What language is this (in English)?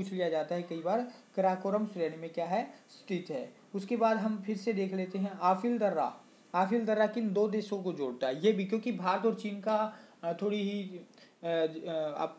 Hindi